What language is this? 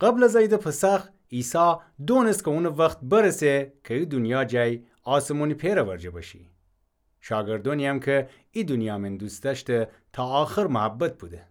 Gilaki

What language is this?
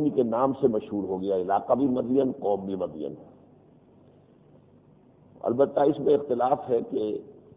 Urdu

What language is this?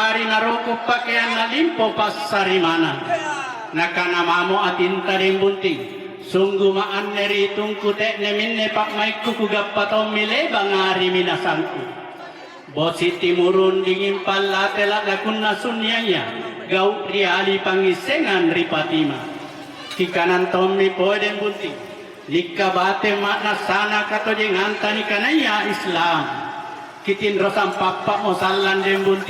Makasar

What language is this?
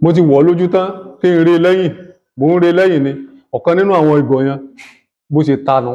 Yoruba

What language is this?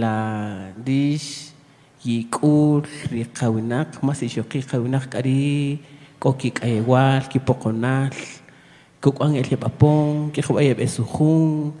Kaqchikel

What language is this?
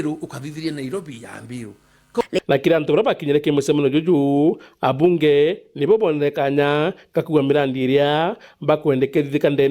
Meru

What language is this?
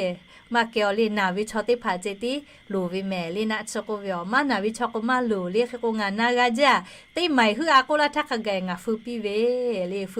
Lahu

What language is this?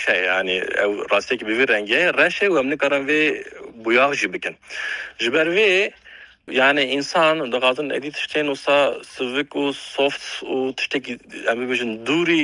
Kurdish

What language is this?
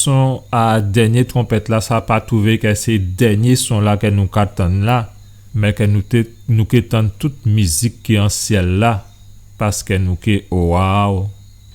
Guadeloupean Creole French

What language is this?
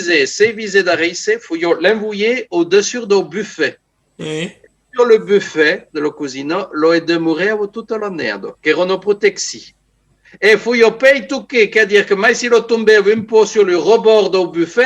Occitan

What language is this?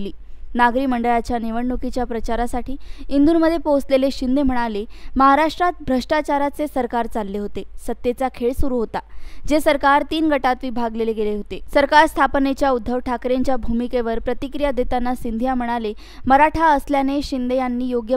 Marathi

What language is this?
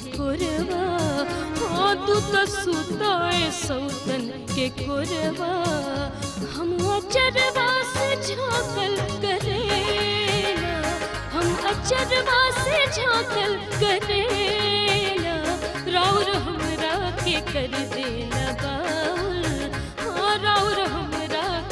Bhojpuri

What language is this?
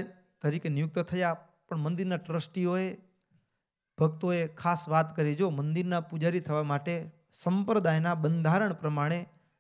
Gujarati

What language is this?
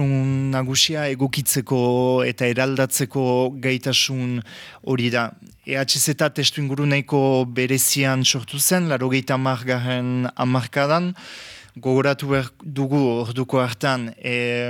Basque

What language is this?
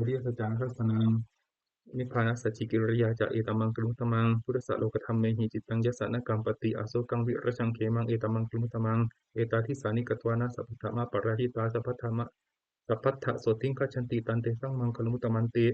Pali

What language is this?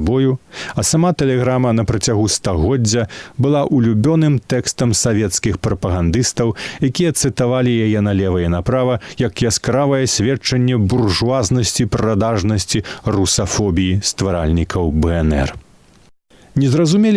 Belarusian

